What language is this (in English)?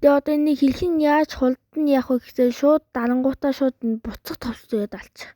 Mongolian